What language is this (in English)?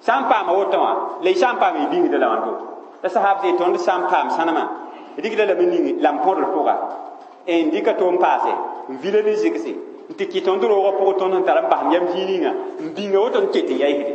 Mossi